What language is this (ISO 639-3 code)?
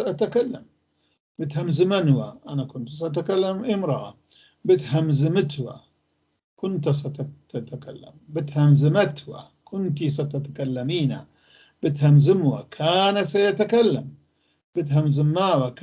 apc